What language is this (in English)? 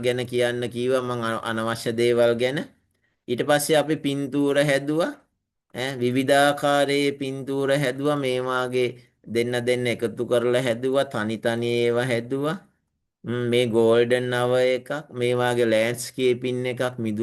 Sinhala